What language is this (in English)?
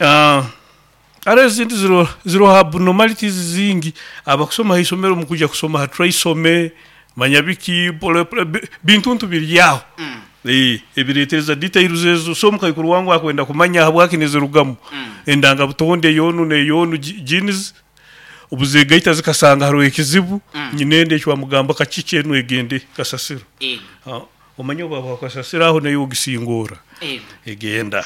Nyoro